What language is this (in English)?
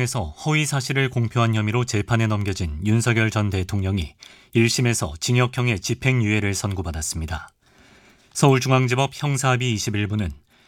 Korean